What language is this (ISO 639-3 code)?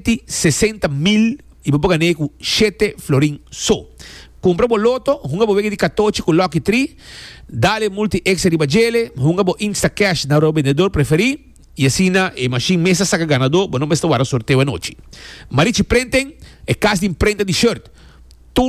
pap